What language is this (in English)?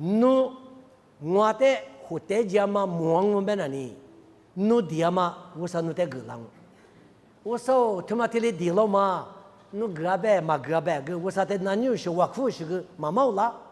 Lisu